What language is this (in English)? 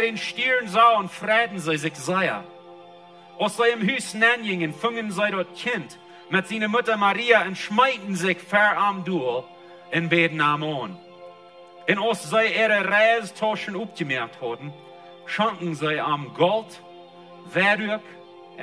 Plautdietsch